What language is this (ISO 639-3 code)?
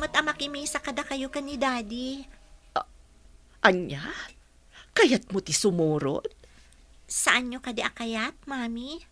ilo